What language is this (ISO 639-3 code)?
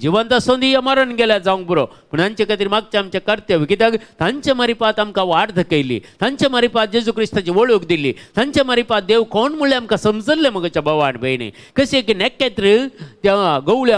kok